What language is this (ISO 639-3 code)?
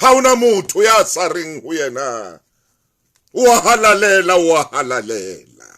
sot